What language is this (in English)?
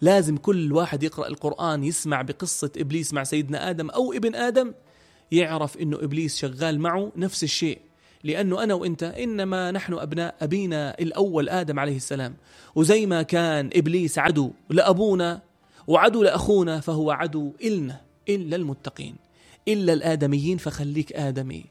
North Levantine Arabic